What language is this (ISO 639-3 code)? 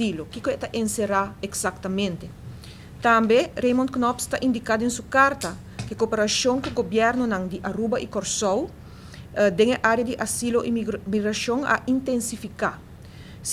pap